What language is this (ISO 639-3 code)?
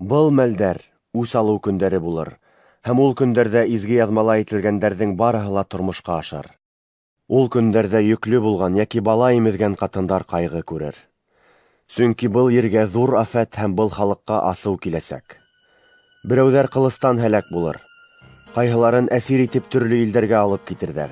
bak